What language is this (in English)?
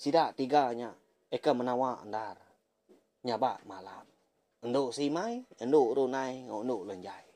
Iban